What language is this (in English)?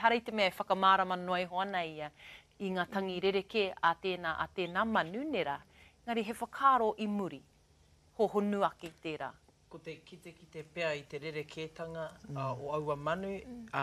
Māori